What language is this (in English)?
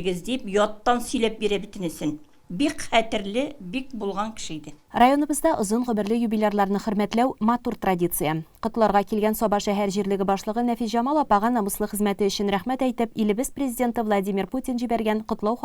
Tatar